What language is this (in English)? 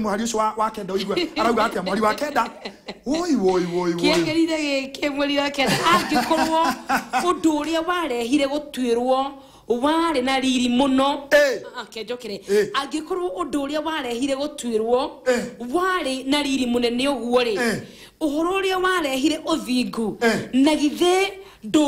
Kikuyu